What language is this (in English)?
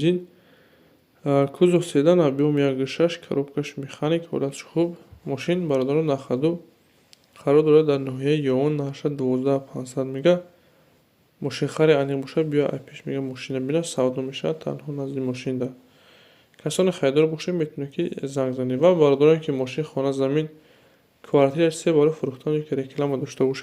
Tajik